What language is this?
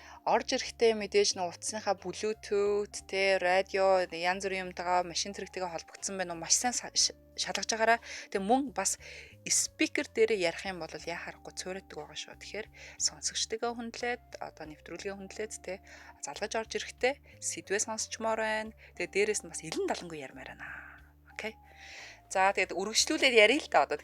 Mongolian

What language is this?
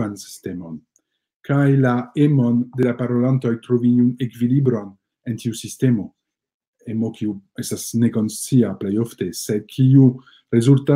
Esperanto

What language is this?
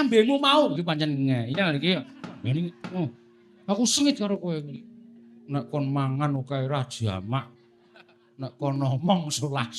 Javanese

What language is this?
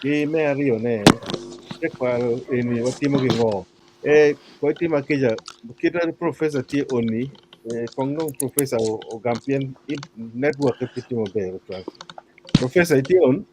Acoli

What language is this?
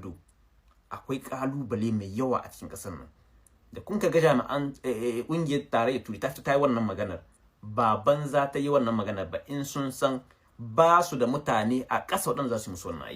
Hausa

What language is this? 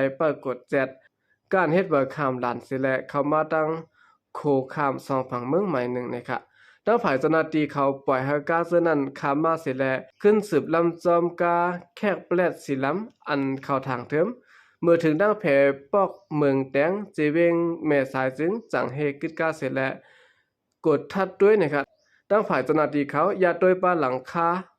Shan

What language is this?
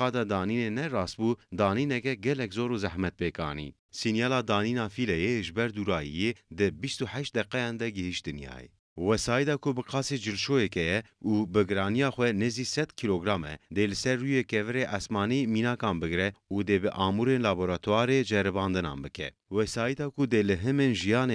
Kurdish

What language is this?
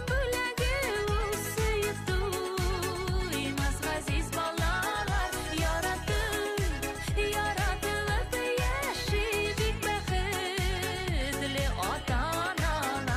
Bashkir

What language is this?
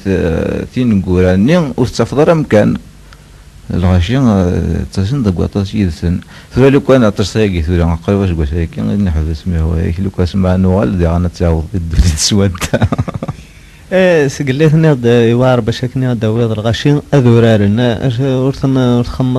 Kabyle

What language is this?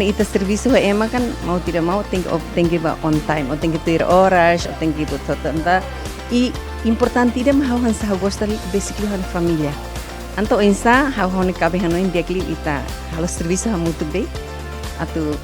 Tetum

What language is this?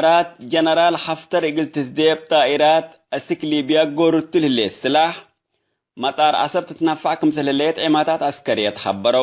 Tigre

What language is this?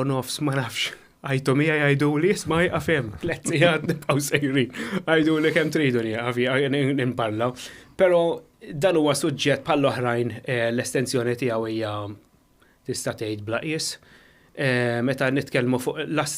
Maltese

